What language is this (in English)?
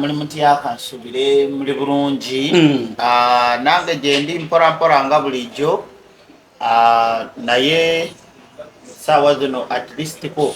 Ganda